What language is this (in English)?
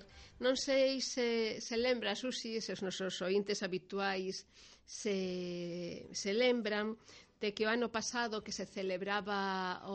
Galician